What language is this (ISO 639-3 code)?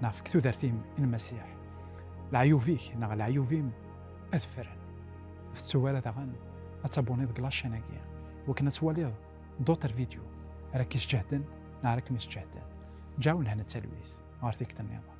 kab